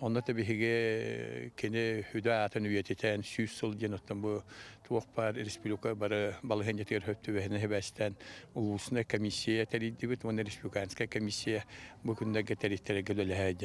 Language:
Yakut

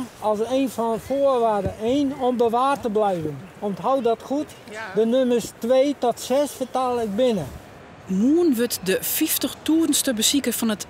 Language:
Western Frisian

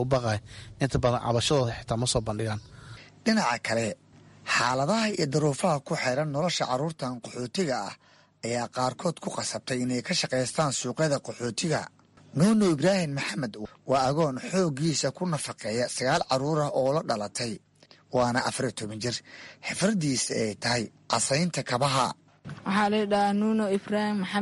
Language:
Somali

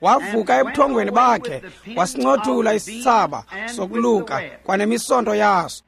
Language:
Xhosa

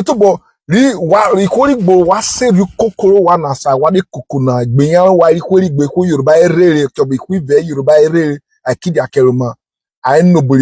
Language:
Urhobo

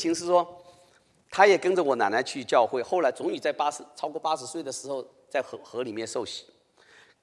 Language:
Chinese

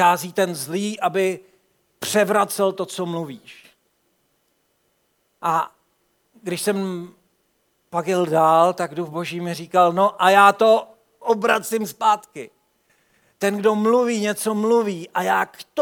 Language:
Czech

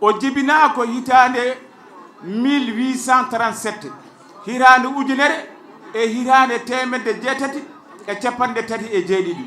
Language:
Fula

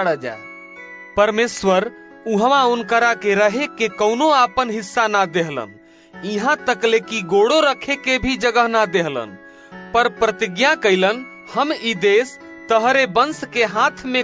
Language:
Bhojpuri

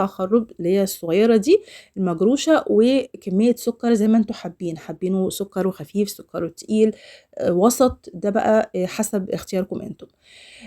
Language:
Egyptian Arabic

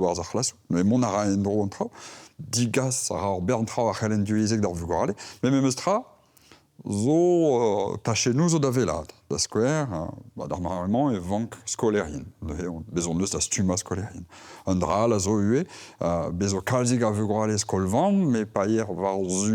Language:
Breton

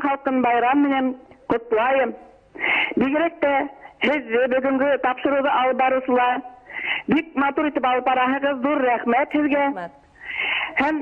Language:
Bashkir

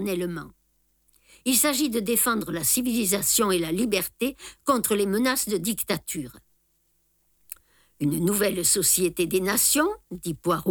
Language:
French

